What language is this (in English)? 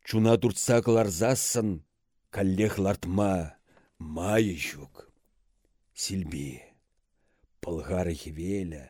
Chuvash